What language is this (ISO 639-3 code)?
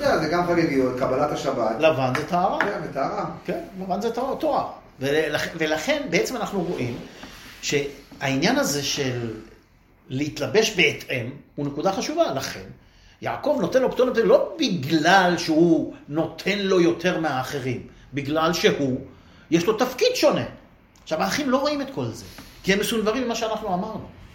heb